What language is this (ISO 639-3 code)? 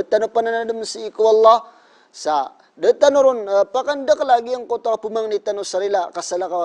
mrw